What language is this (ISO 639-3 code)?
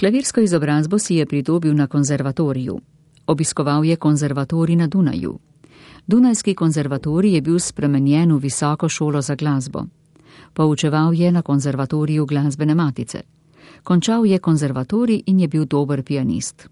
slv